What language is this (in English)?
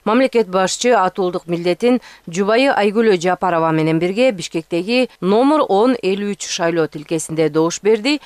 Kyrgyz